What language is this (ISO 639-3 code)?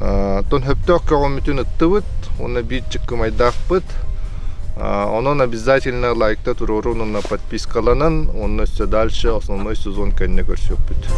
sah